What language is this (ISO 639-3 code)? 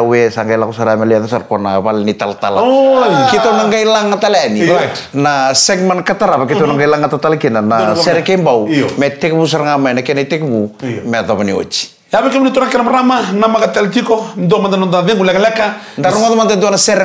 fij